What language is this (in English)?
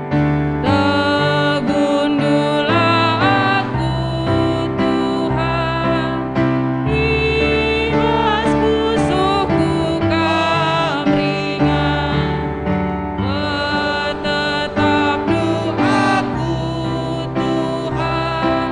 Batak Karo